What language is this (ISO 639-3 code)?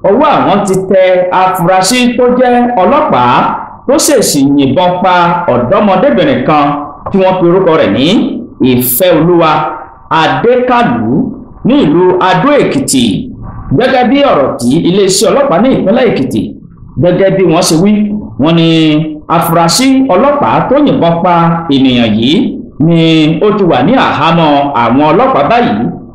yor